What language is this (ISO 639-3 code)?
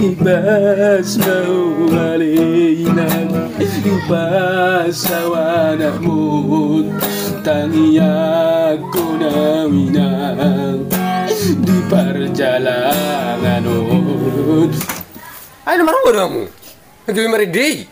bbc